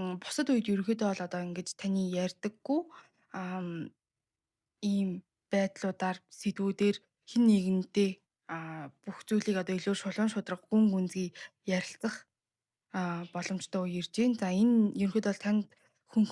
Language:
Mongolian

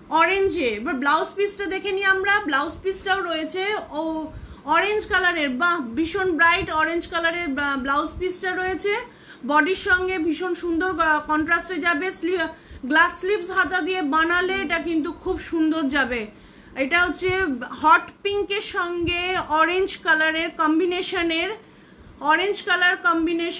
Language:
Bangla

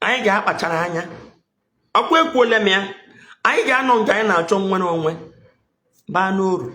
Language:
Igbo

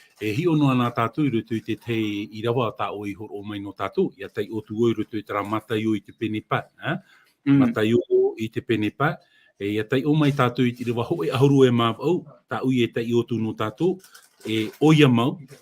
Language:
Tahitian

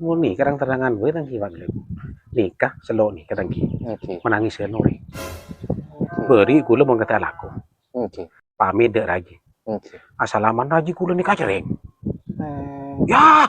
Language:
Madurese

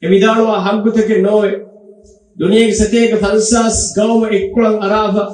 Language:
Divehi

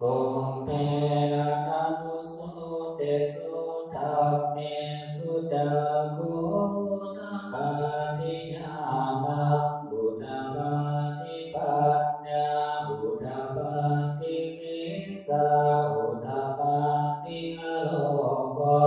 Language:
Pali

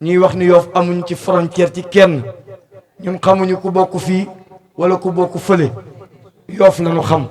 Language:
Wolof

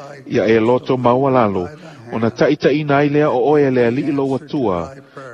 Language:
Samoan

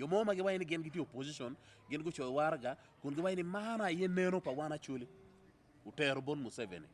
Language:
Acoli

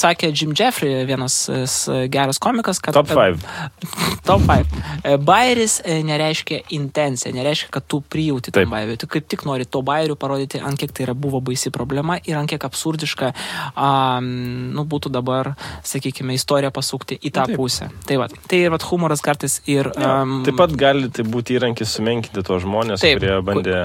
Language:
Lithuanian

